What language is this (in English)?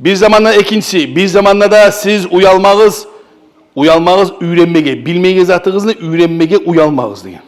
Kumyk